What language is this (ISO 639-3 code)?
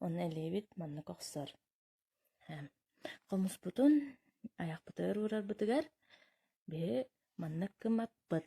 sah